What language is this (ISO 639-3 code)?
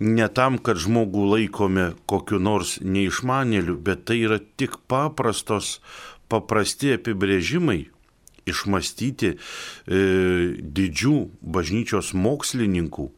lit